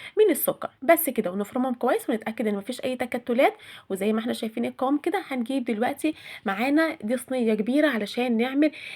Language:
Egyptian Arabic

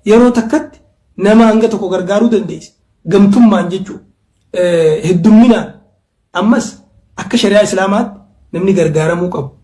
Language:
Oromo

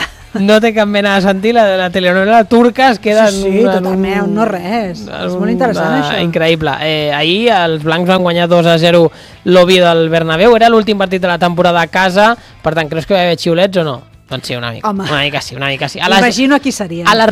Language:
Catalan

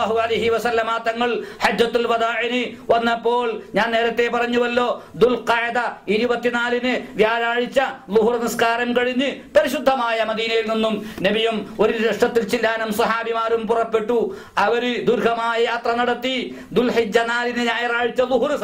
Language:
Malayalam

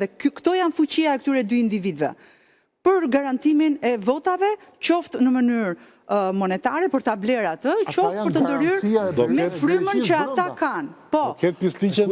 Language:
Albanian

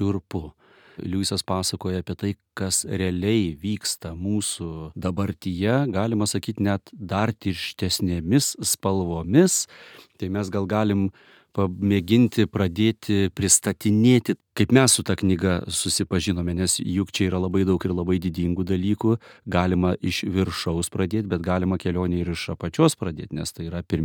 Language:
Lithuanian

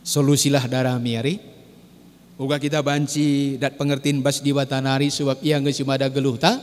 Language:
Batak Karo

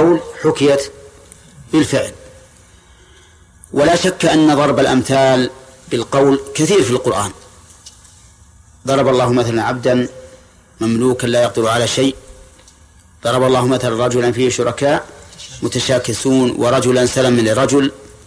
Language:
Arabic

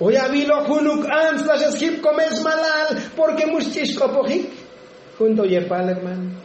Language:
Tzotzil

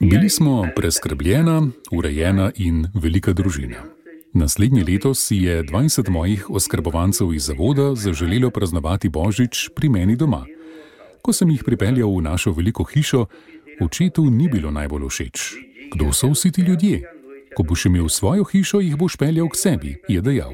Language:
Slovenian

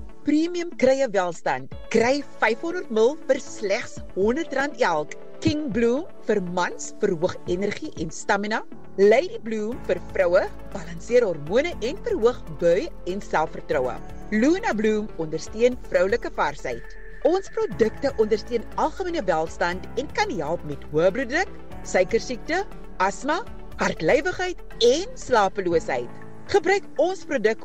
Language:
Afrikaans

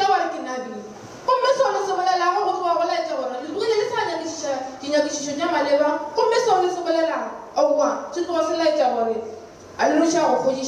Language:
Northern Sotho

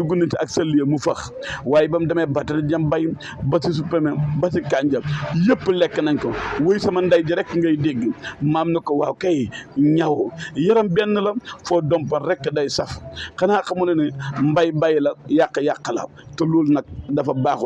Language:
Wolof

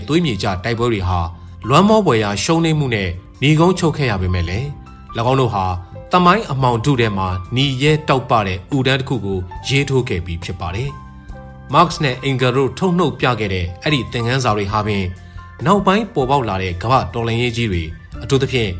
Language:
Burmese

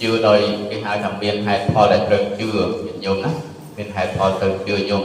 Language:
Khmer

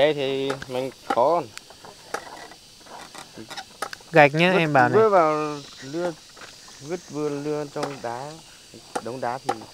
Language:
Vietnamese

